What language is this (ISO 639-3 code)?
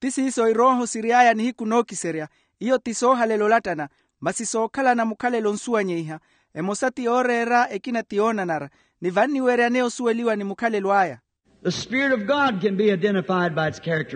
vmw